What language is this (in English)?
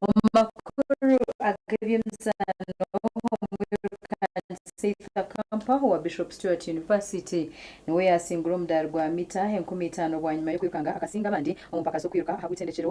Nyankole